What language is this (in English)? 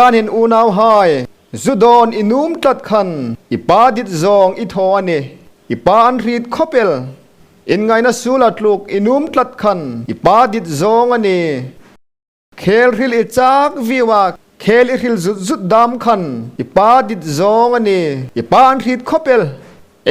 Hmar